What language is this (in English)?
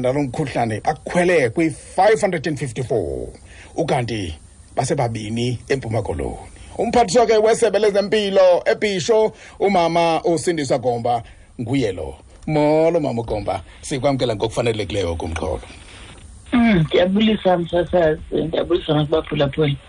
Xhosa